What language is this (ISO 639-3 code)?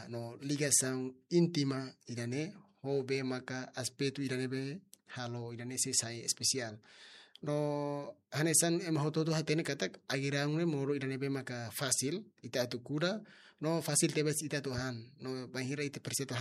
tet